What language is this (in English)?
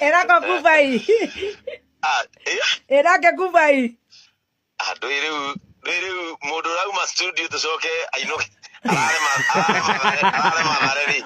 Kikuyu